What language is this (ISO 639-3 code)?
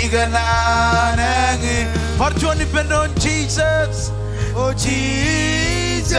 mah